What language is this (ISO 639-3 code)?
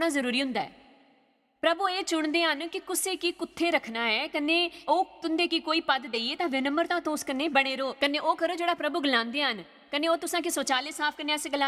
doi